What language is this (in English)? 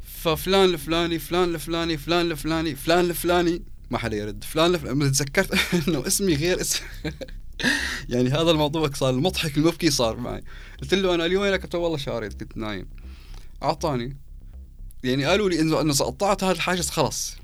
North Levantine Arabic